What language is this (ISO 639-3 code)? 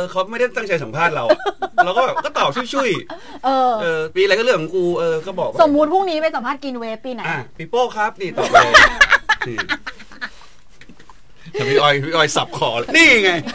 tha